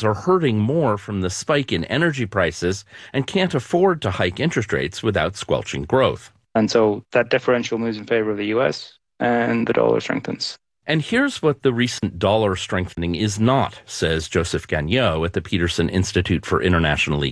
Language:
English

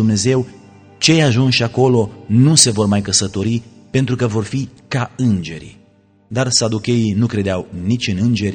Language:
Romanian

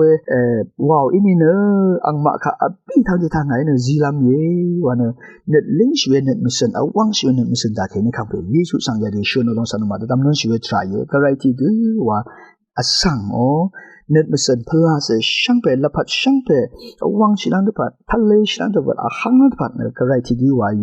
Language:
Rawang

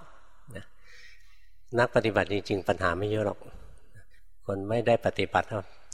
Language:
Thai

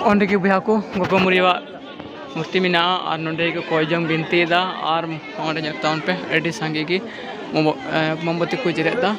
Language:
Santali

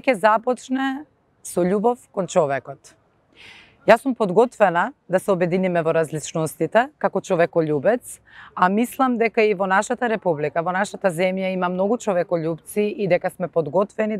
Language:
Macedonian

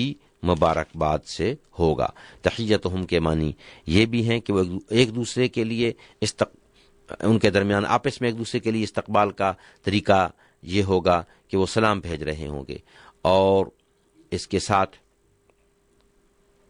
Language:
Urdu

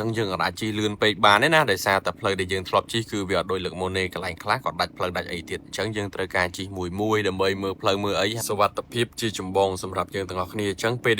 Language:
Khmer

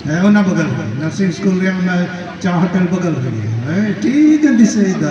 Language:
Santali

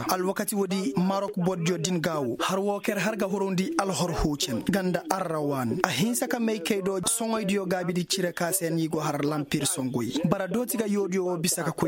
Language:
Koyraboro Senni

